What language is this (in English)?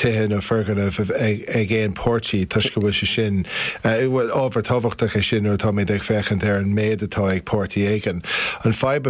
Irish